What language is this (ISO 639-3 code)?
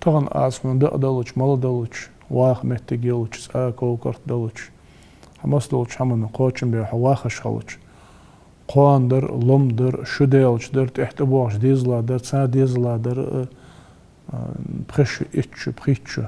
inh